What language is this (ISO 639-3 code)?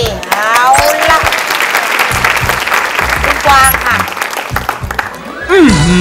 tha